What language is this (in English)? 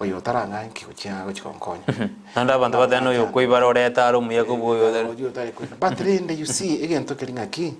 Gusii